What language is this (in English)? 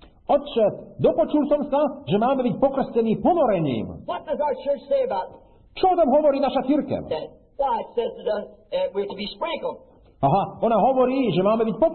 Slovak